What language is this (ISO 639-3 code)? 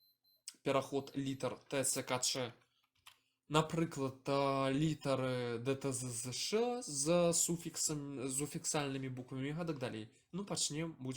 bel